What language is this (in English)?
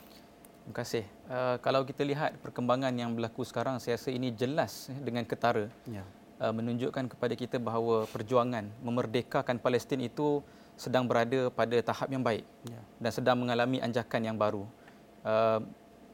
Malay